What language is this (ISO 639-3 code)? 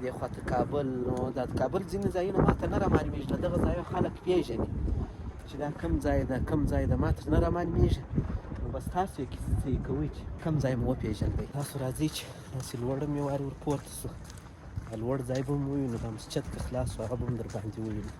pus